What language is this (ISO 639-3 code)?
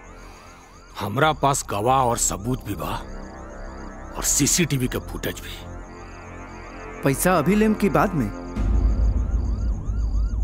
bho